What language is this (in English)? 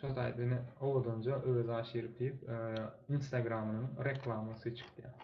Turkmen